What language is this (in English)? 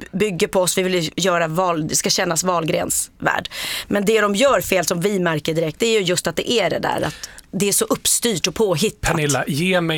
Swedish